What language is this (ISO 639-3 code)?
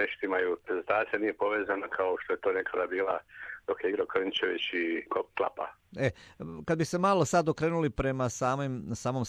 hrv